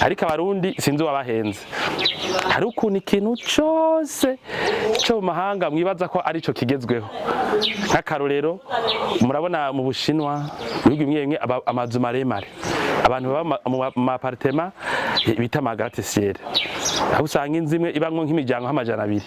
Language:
Rundi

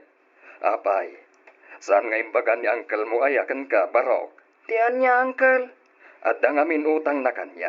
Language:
Iloko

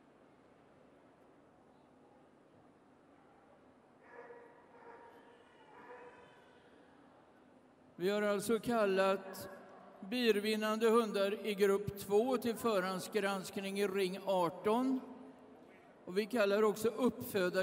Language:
Swedish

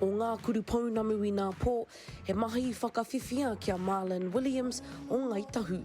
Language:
Māori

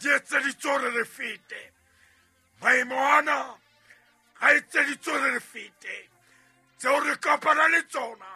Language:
Southern Sotho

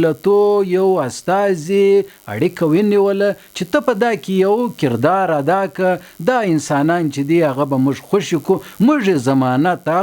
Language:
Pashto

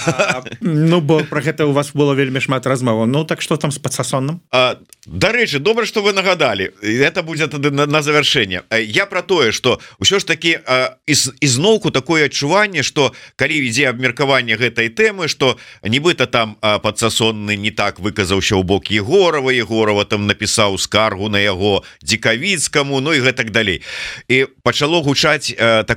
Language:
Belarusian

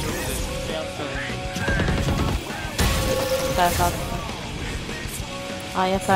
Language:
Turkish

